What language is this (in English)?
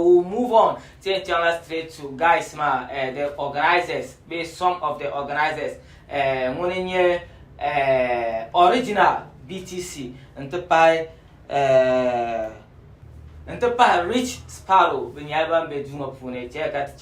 Dagbani